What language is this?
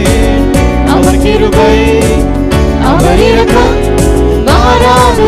Tamil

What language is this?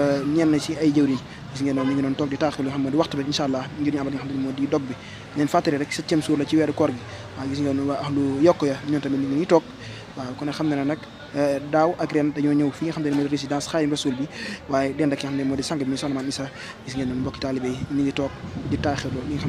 Wolof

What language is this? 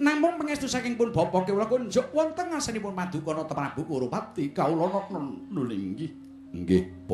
Javanese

